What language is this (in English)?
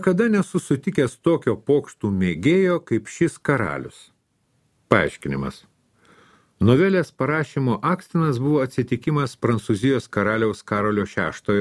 Lithuanian